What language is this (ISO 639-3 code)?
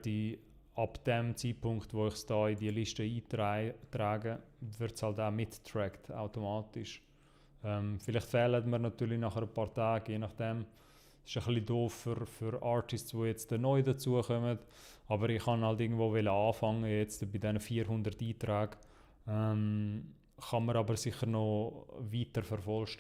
gsw